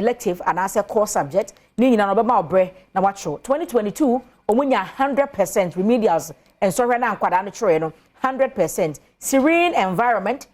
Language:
Akan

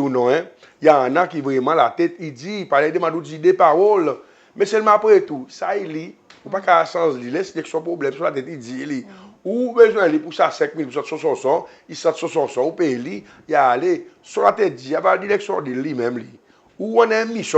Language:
Seselwa Creole French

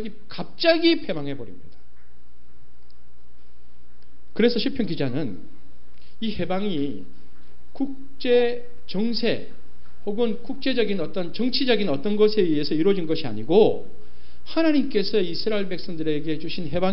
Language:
Korean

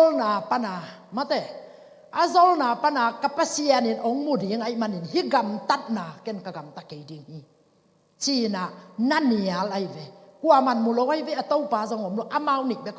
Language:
Tedim Chin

